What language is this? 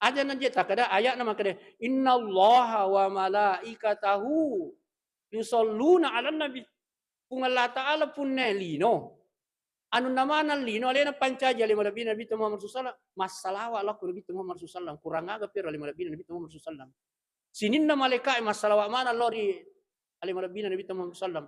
Buginese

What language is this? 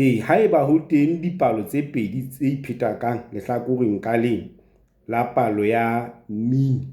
Southern Sotho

